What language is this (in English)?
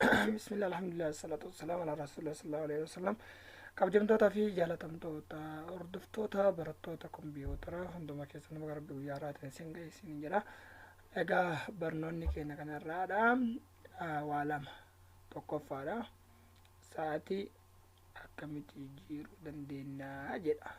Oromo